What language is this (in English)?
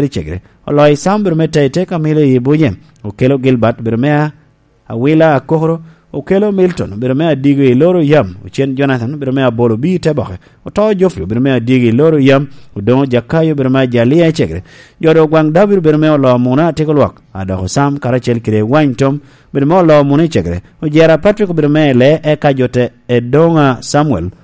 Lango (Uganda)